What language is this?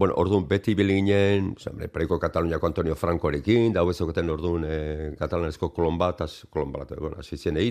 Basque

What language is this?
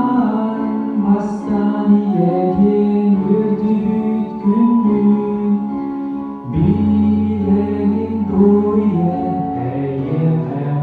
Yakut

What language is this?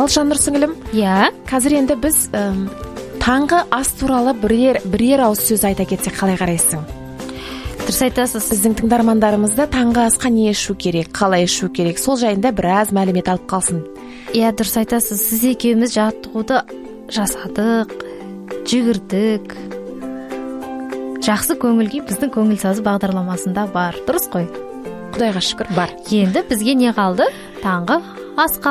Kazakh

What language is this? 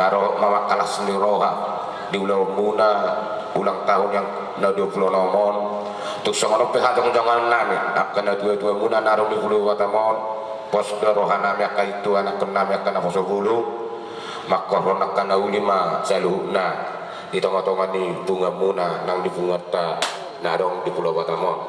Batak Toba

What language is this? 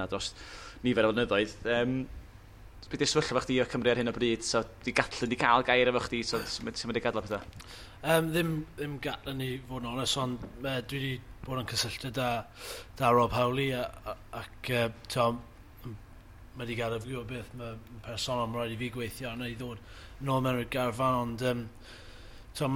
Welsh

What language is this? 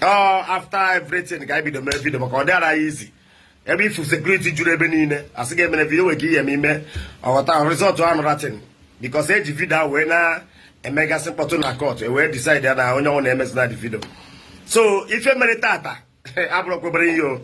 Igbo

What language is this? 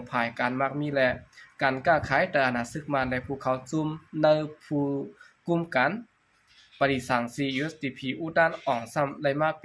Shan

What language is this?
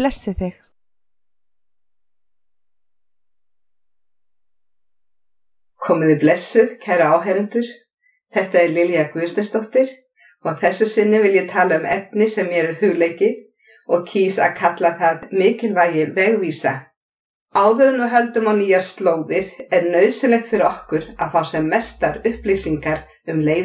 Icelandic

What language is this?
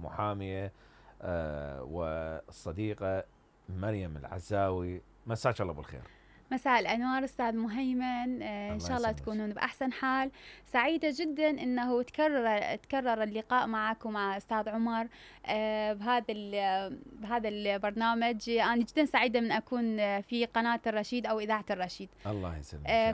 Mesopotamian Arabic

